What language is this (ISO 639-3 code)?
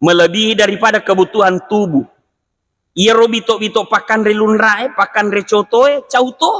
bug